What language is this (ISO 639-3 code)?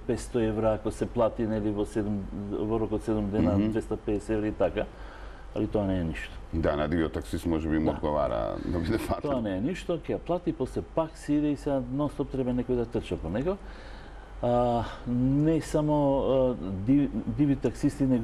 mkd